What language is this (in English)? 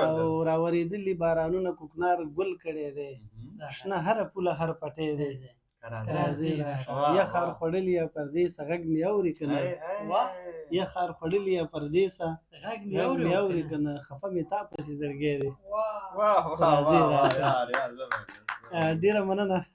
Pashto